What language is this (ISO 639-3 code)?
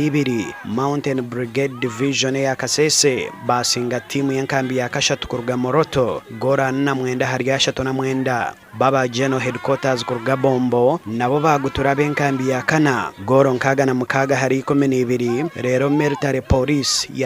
nyn